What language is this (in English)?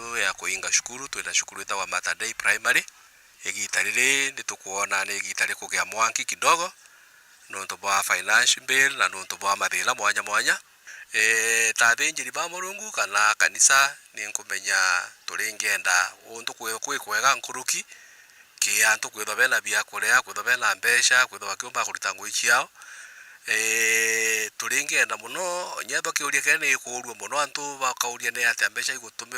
Meru